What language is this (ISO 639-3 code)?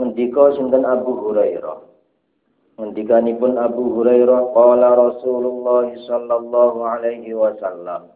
jav